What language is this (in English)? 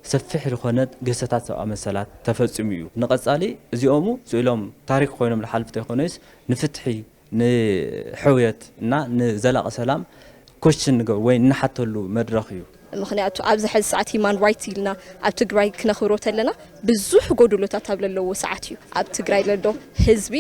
Tigrinya